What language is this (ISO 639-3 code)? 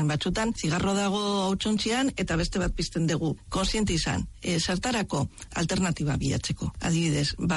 eus